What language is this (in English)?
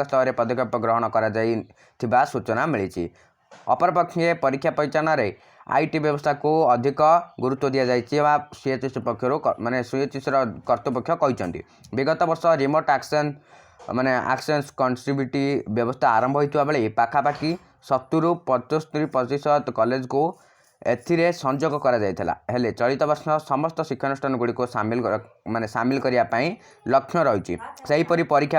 Odia